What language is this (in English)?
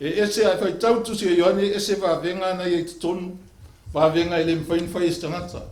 Samoan